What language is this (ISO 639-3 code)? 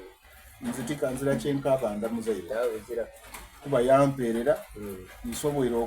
xog